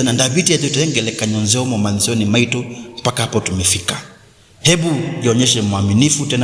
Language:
Kamba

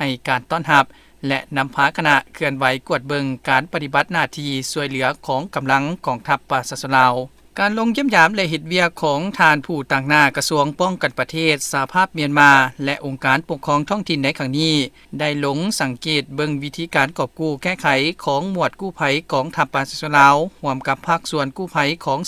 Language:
Lao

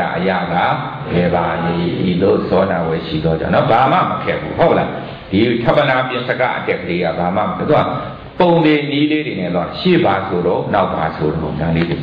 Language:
Burmese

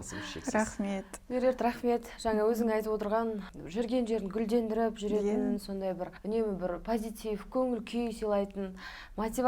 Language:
Kazakh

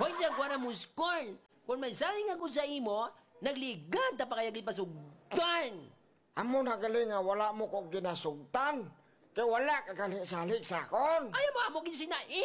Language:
Hiligaynon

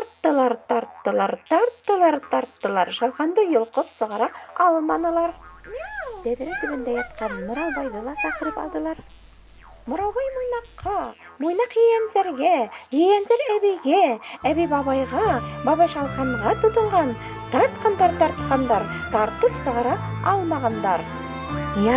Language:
Bashkir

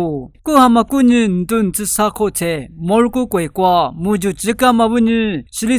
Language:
Lisu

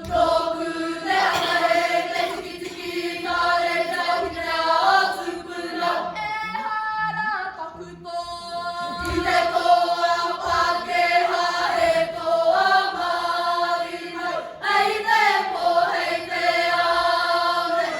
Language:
Māori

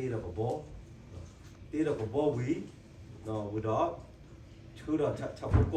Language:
S'gaw Karen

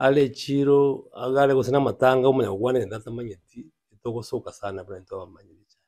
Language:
Gusii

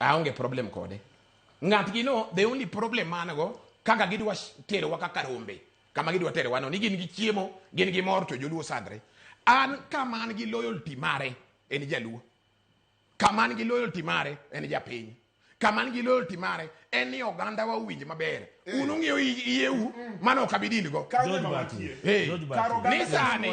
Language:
Luo (Kenya and Tanzania)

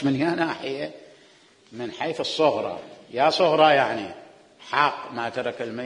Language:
Mesopotamian Arabic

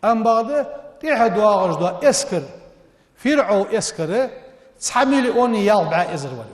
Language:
Ingush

